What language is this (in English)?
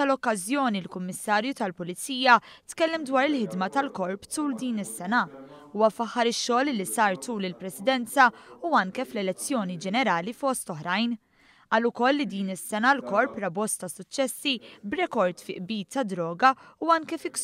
Maltese